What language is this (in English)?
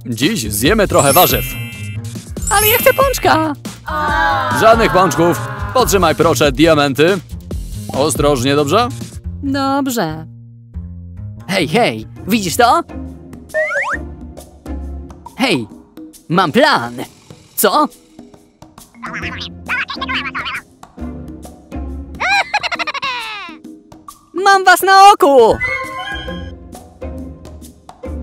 Polish